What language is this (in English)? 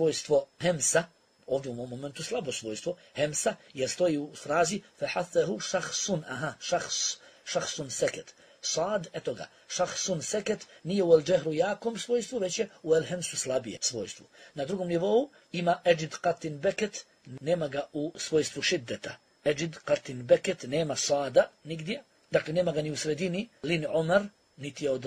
Bosnian